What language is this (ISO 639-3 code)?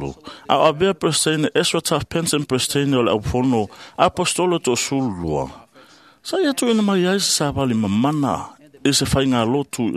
smo